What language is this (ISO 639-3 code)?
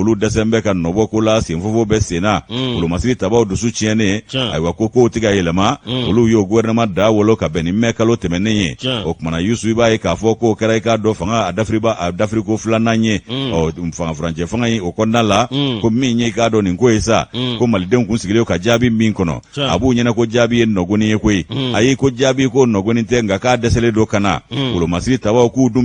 bam